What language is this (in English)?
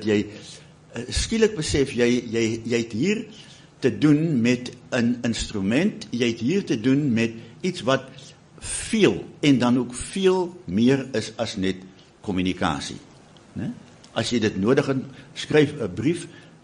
Afrikaans